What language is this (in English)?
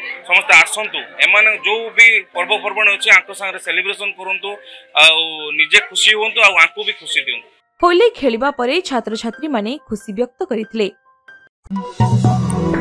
Odia